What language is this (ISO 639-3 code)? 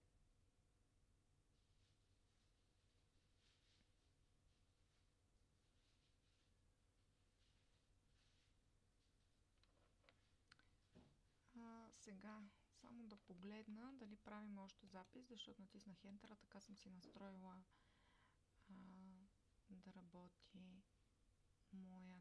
bul